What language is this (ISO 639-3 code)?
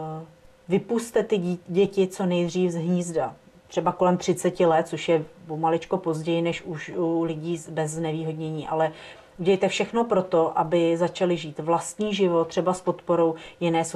ces